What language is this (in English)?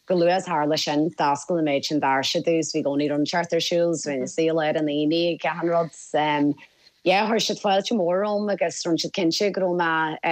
Irish